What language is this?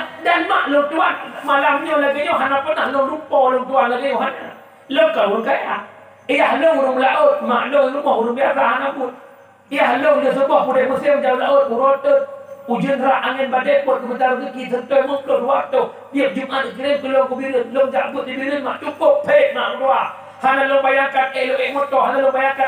Achinese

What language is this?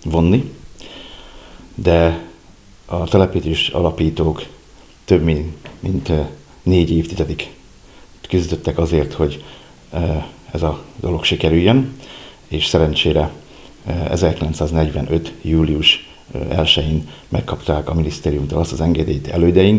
Hungarian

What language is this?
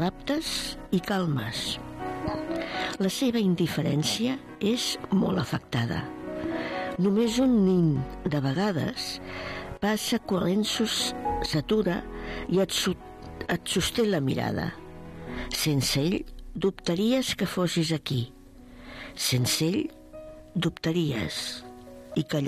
Catalan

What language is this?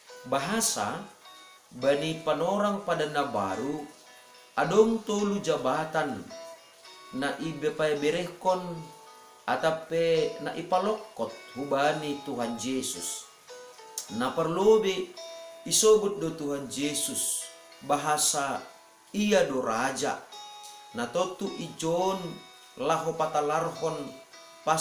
Batak Simalungun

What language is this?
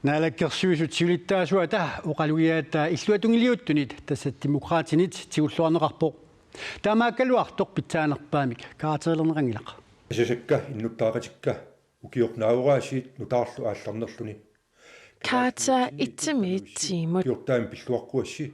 Kalaallisut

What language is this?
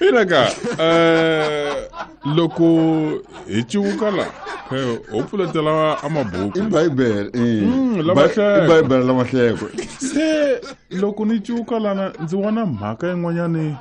Tsonga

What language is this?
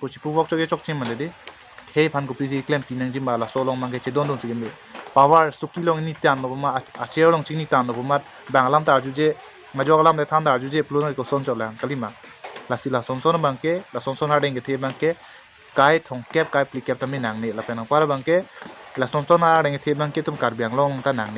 Karbi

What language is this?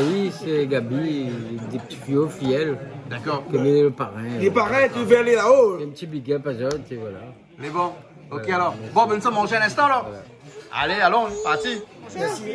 Réunion Creole French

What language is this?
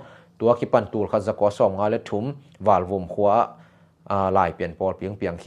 Tedim Chin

